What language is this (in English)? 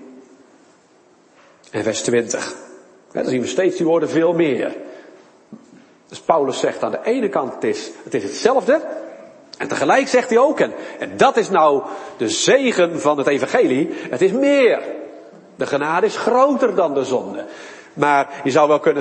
Dutch